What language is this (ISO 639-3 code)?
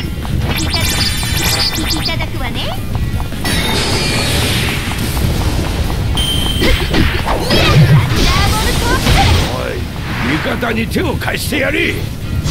jpn